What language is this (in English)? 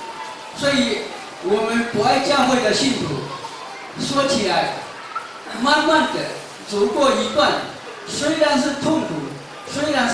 Chinese